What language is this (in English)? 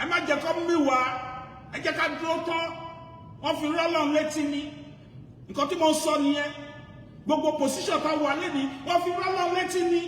Yoruba